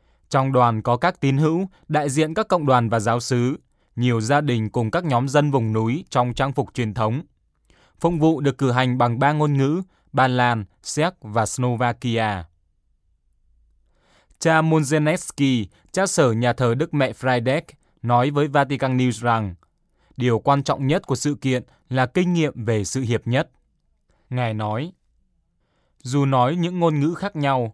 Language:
Vietnamese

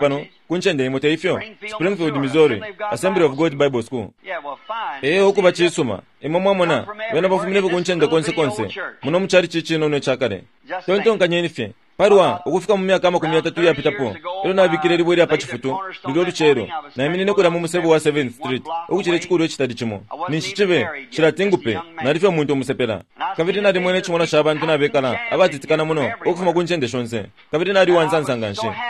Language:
Bemba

